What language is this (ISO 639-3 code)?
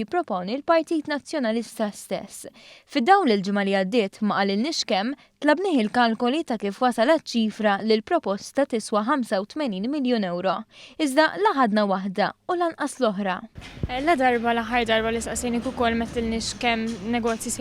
mlt